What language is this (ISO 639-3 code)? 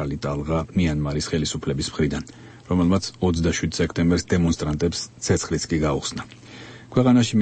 kat